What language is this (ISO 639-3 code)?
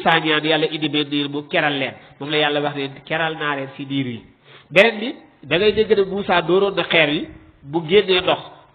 wol